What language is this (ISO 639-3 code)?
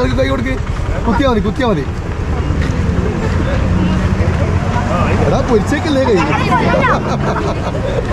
mal